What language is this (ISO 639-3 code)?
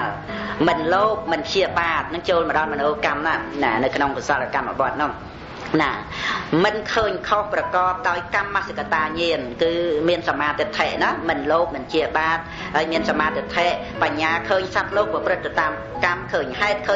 khm